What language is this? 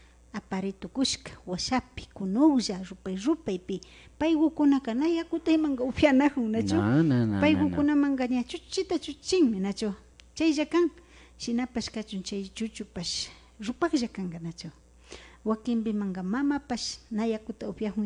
Imbabura Highland Quichua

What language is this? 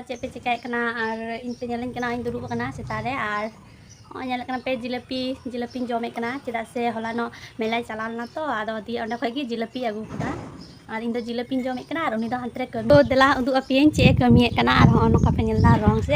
Santali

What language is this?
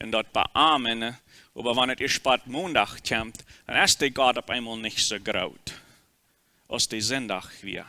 Plautdietsch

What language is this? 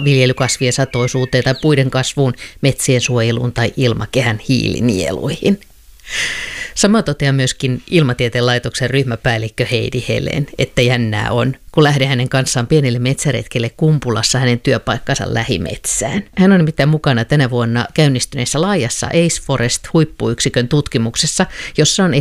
Finnish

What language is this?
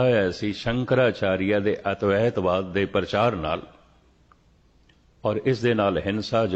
Punjabi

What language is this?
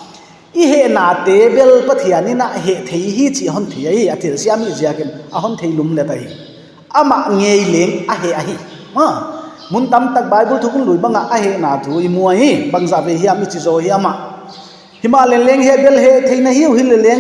Paite Chin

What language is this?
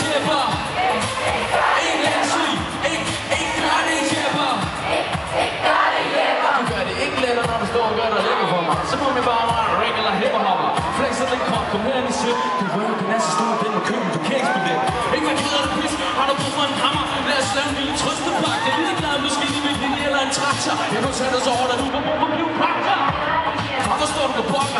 Danish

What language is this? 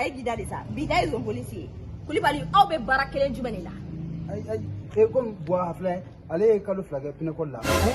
Bambara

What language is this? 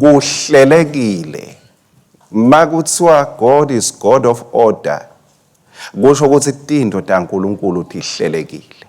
Swati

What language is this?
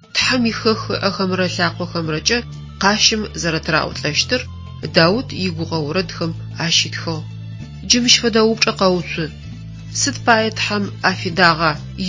Adyghe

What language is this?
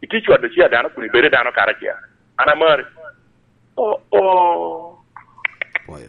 Lango (Uganda)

